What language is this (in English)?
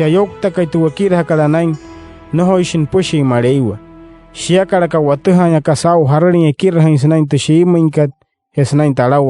Wayuu